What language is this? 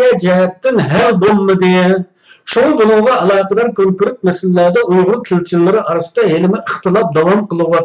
Uyghur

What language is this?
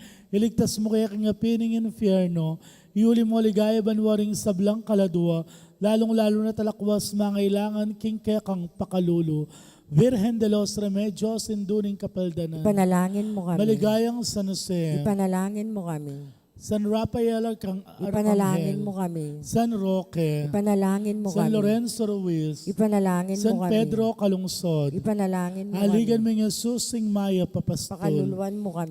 Pampanga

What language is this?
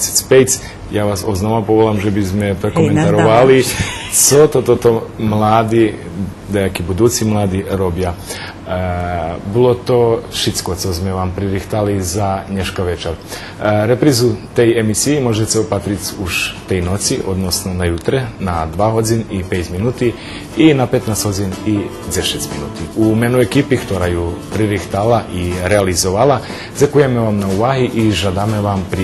Rusyn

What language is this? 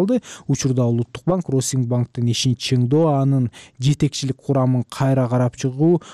Kyrgyz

